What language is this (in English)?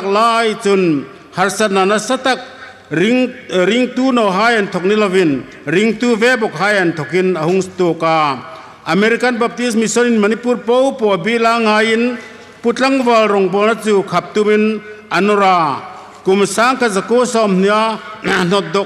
Hmar